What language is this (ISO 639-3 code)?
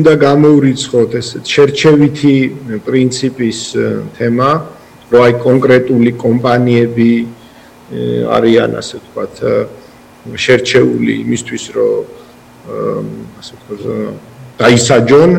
kat